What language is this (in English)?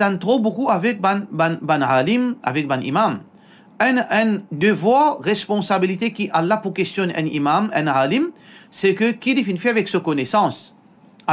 Morisyen